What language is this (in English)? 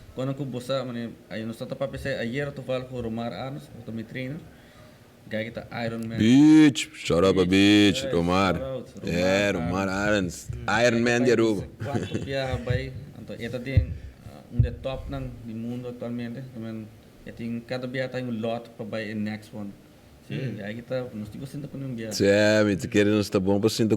Papiamento